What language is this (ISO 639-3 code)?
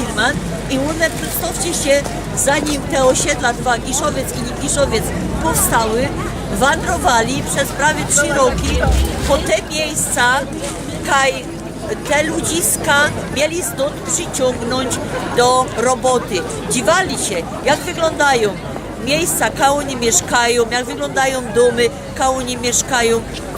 szl